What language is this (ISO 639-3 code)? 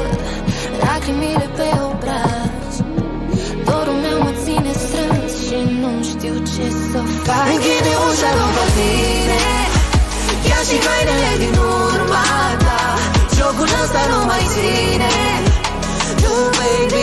ron